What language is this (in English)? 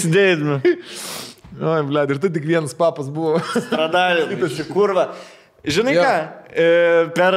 Lithuanian